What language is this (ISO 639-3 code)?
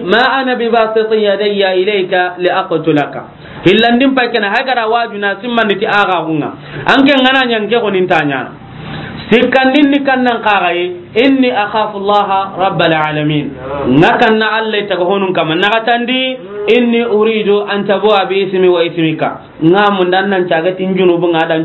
snk